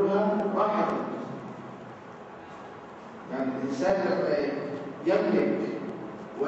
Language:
Arabic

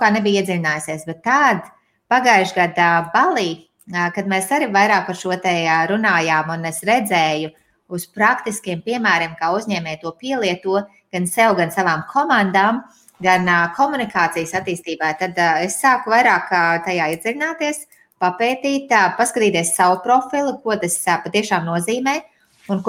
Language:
Latvian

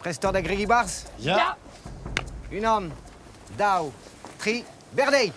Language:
Breton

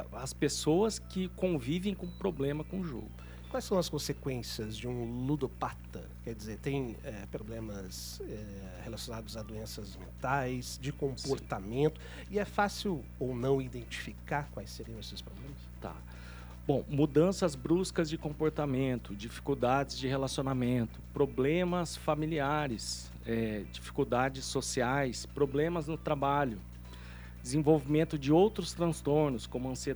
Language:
Portuguese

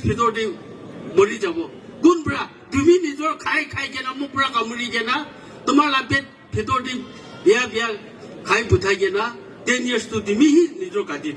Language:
Naga Pidgin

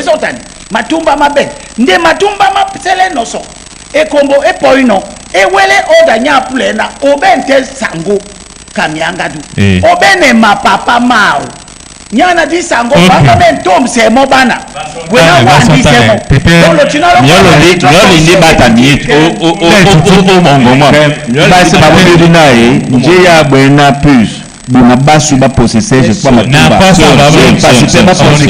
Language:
Duala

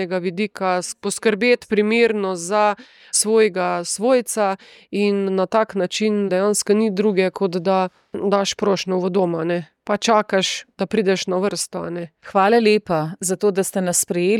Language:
Slovenian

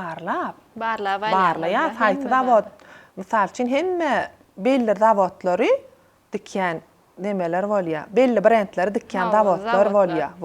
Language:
Turkmen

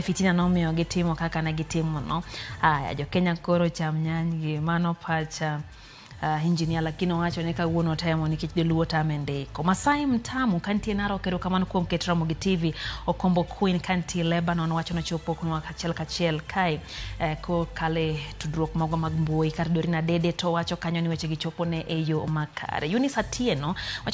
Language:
Luo (Kenya and Tanzania)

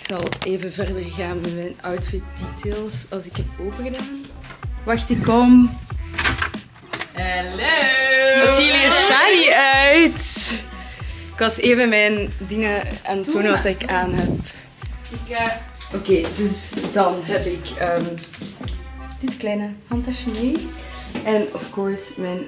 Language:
Dutch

